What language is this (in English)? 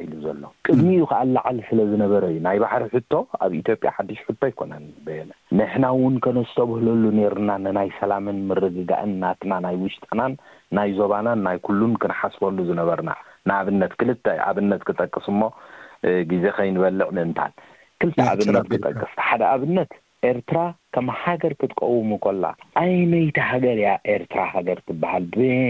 Tigrinya